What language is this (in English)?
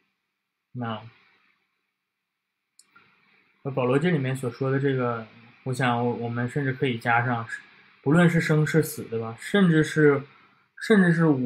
Chinese